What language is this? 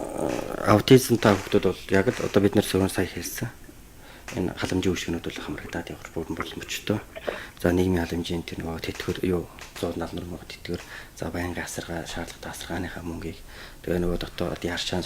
Mongolian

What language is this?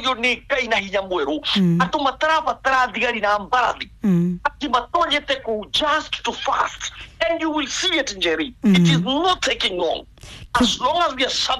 Kikuyu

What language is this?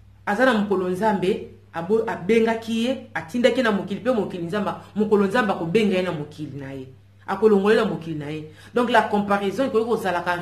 Lingala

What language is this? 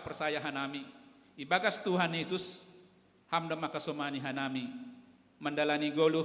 Batak Simalungun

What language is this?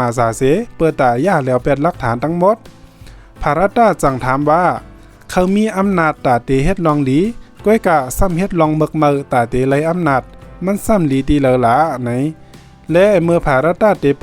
Shan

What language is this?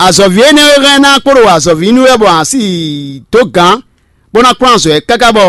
Fon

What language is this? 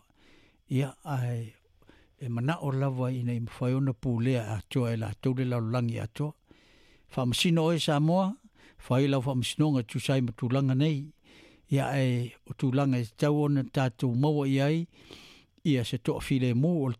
Samoan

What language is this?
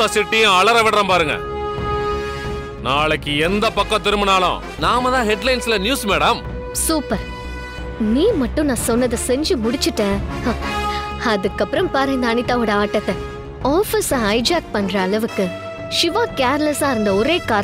Tamil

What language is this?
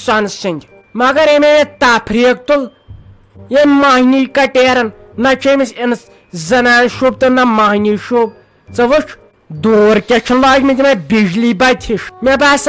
Kashmiri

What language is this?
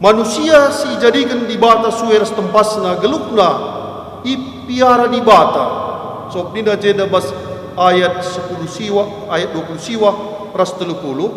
Batak Karo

